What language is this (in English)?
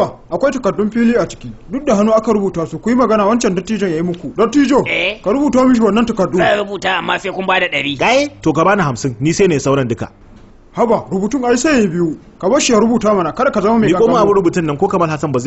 Hausa